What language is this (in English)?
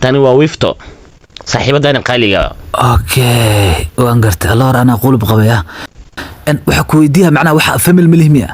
Somali